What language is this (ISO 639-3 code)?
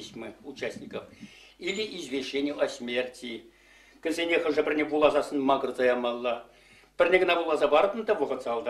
chv